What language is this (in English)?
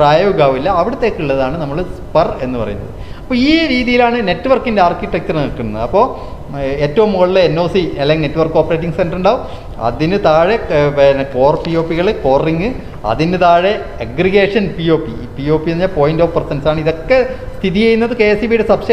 Malayalam